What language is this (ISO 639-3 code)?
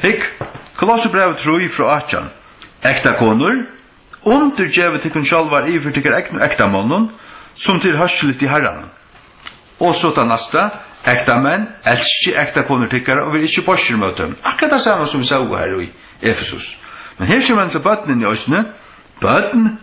fao